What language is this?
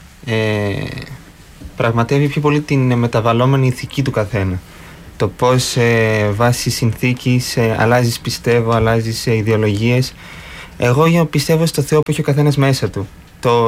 Greek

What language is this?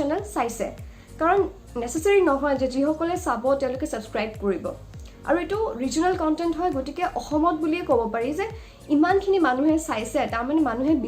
Assamese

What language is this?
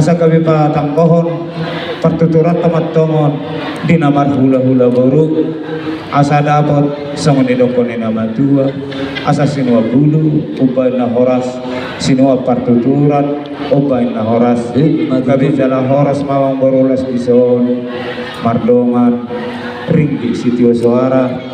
Batak Toba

